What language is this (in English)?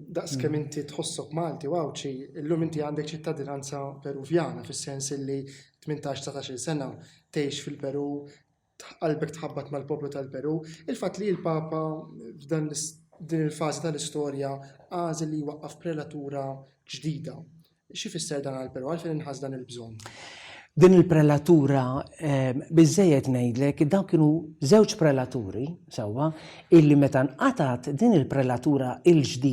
Maltese